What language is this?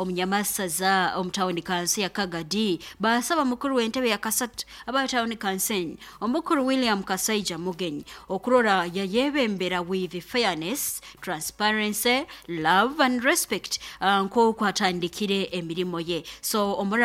Nyoro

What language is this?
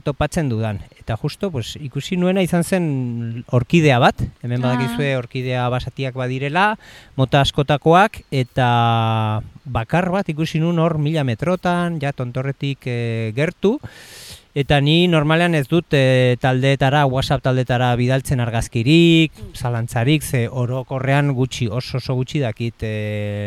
Basque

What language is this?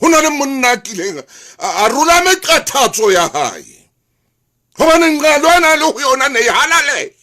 Southern Sotho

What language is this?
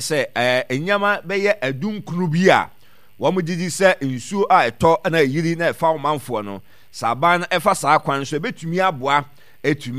Akan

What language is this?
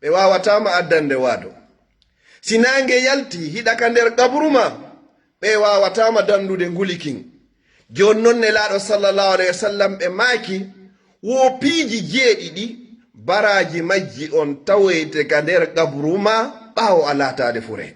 Fula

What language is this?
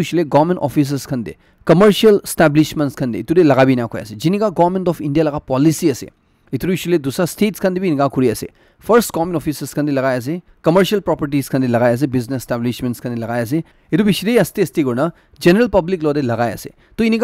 Naga Pidgin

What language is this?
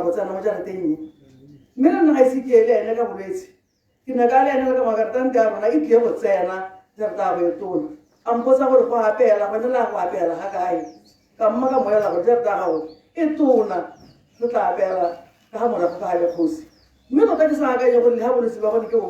Tswana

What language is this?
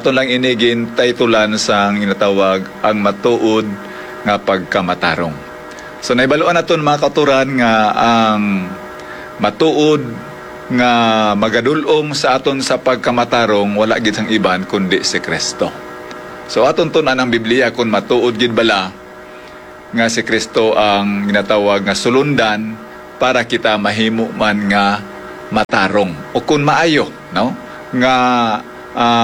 Hiligaynon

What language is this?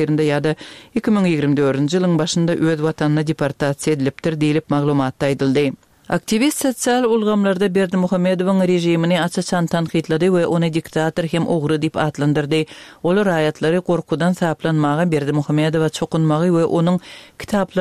Turkmen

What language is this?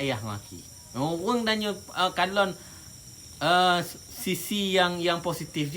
Achinese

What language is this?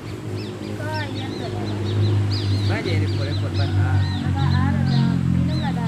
Minangkabau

